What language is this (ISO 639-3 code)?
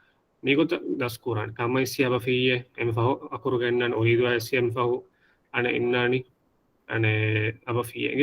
div